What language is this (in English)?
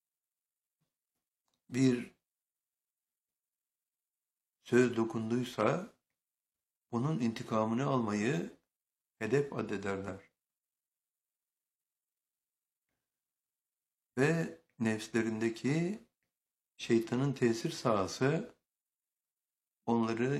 Turkish